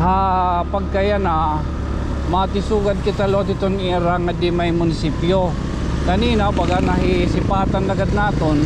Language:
Waray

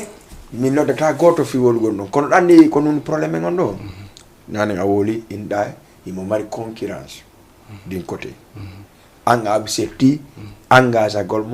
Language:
Fula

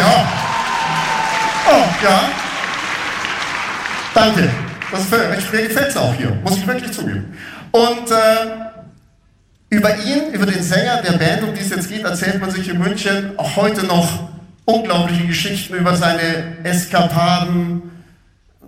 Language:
German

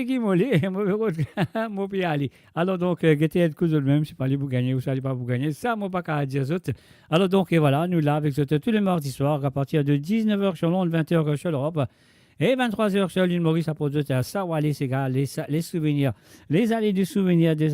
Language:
Morisyen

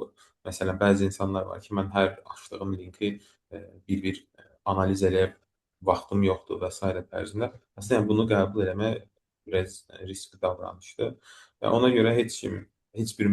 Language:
Azerbaijani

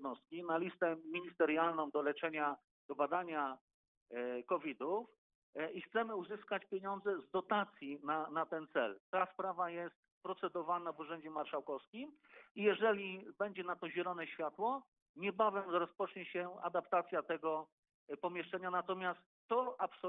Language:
Polish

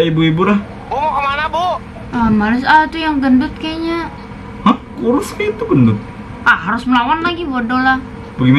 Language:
Banjar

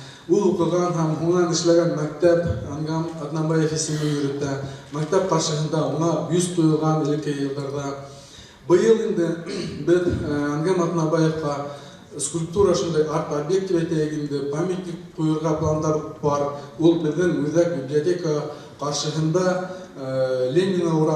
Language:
Bashkir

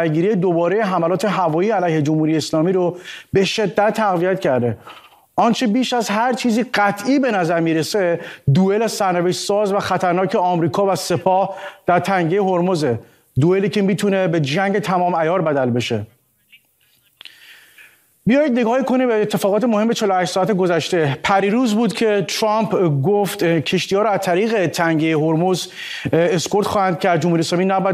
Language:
Persian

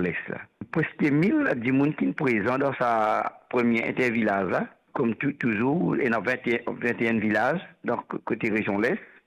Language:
Morisyen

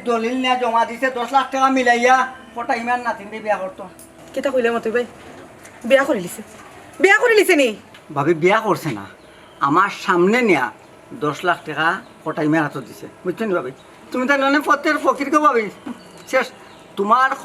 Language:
Sylheti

